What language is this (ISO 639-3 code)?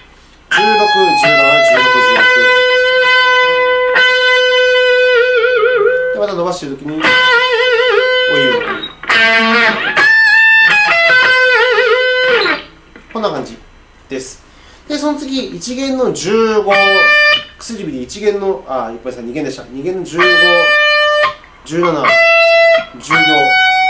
jpn